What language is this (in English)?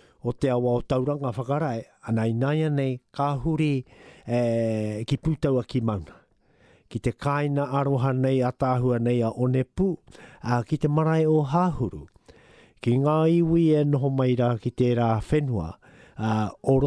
Māori